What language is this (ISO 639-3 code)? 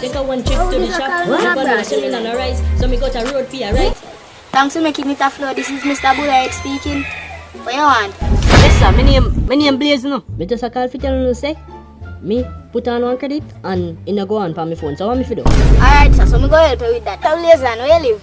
jam